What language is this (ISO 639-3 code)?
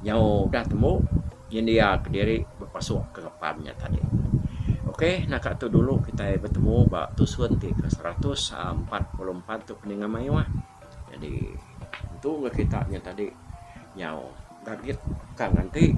iba